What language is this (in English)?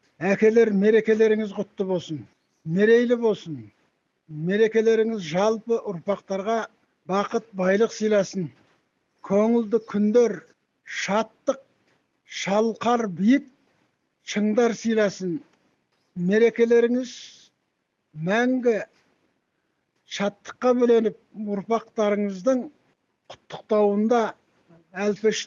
Kazakh